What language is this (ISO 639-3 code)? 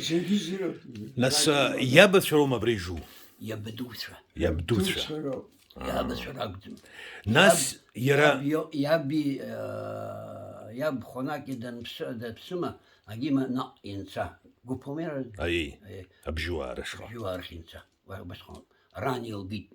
abk